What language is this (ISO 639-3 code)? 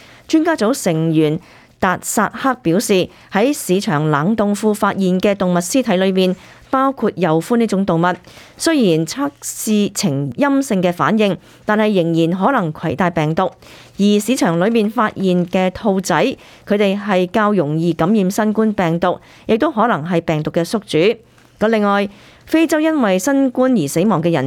yue